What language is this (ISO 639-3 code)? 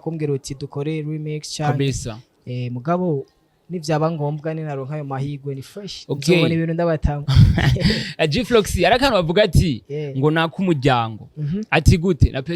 run